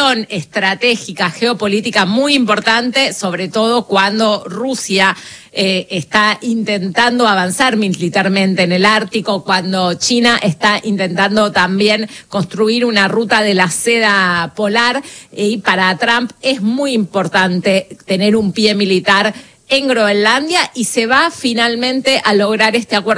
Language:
Spanish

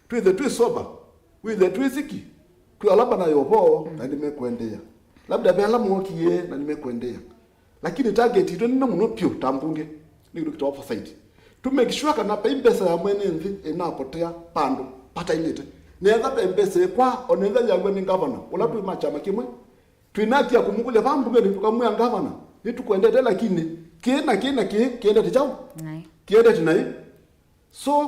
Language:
Kamba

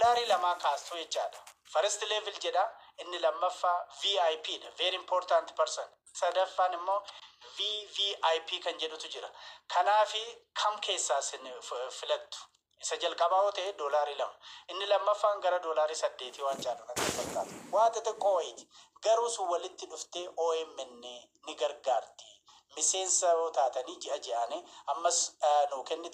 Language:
Oromo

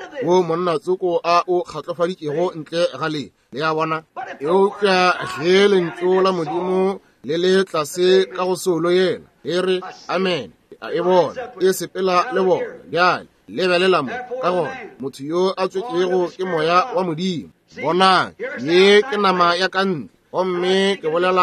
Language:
Northern Sotho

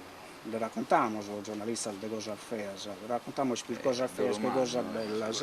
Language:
Sardinian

